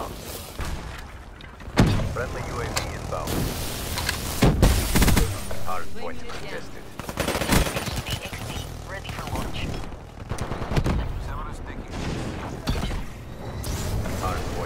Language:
English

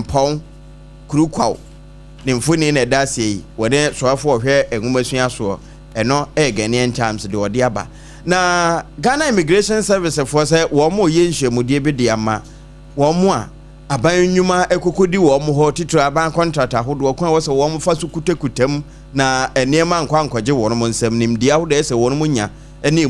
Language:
Akan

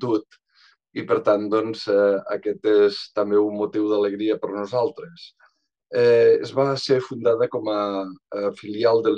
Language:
Catalan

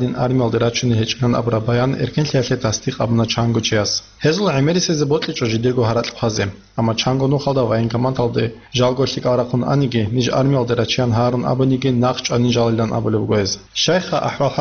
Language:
Avaric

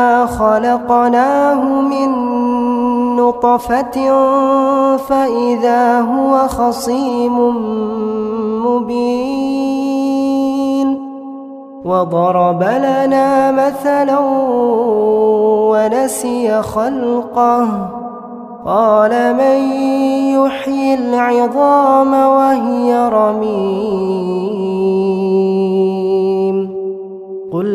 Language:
Arabic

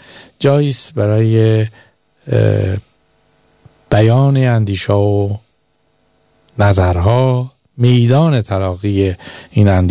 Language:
Persian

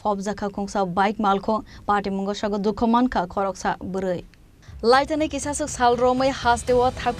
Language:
Kok Borok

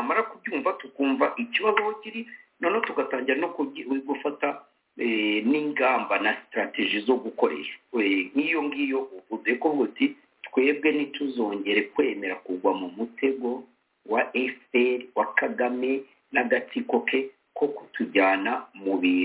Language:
Kinyarwanda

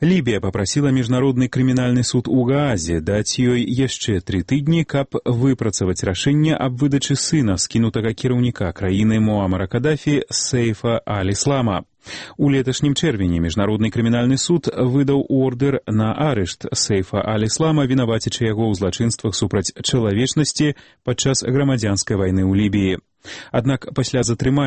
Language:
Belarusian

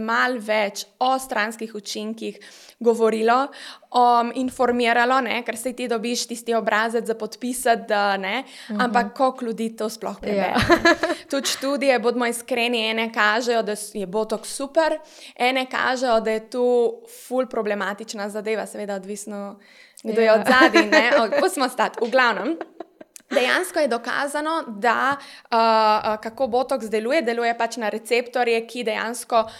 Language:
Slovenian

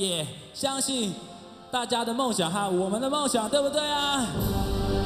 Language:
Chinese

